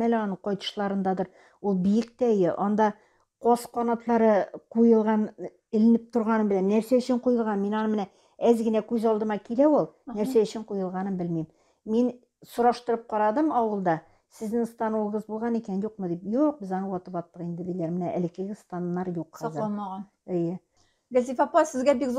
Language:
Tatar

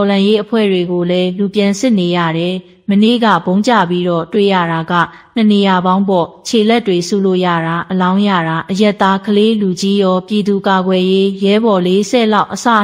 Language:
Burmese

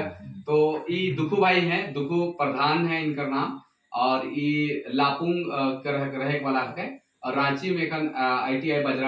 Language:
Sadri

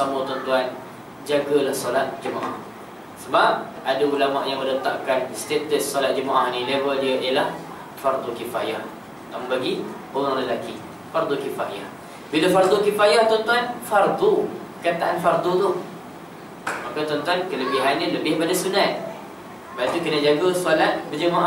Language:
Malay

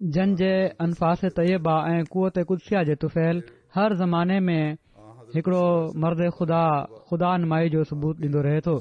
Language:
Sindhi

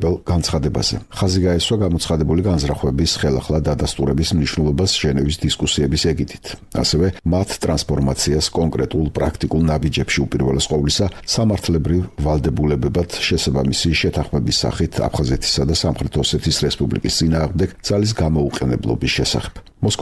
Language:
Georgian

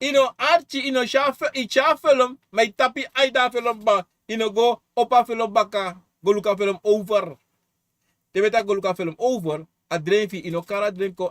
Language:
Sranan Tongo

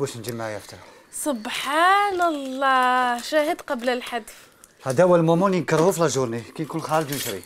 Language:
Algerian Arabic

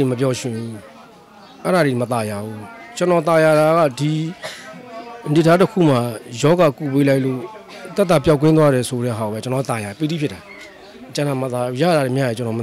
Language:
Burmese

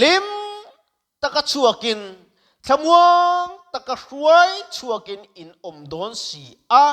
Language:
Mizo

